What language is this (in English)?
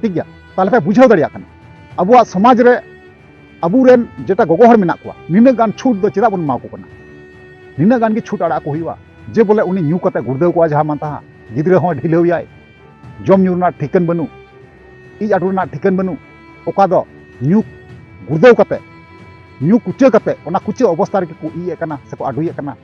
Santali